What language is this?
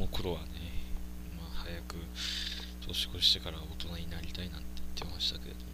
Japanese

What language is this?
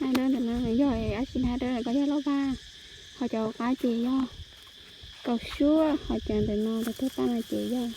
Hmong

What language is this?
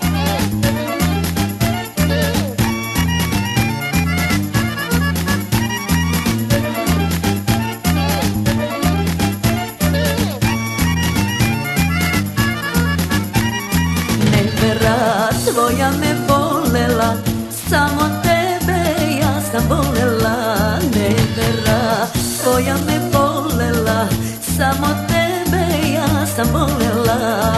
Serbian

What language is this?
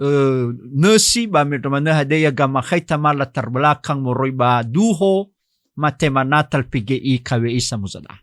Nias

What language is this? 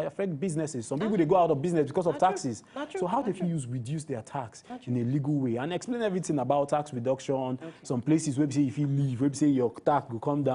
Nigerian Pidgin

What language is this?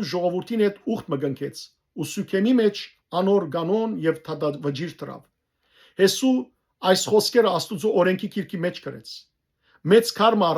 Western Armenian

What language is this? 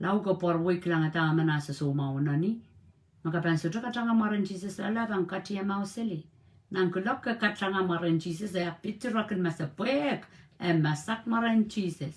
Pohnpeian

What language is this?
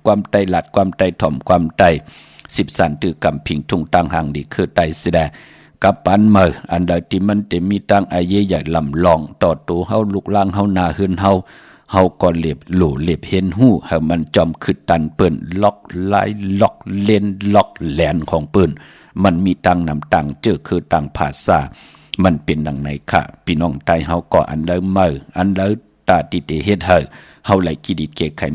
Shan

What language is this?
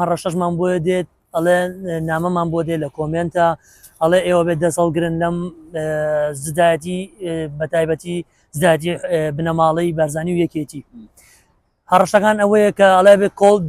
Central Kurdish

